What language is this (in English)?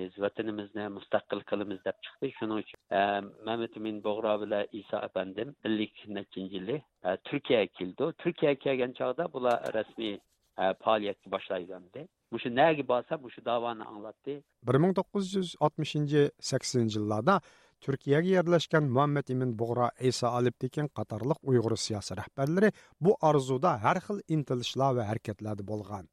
Uyghur